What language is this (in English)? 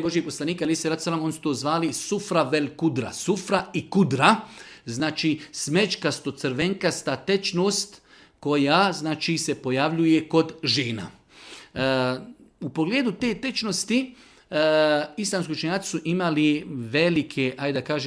Bosnian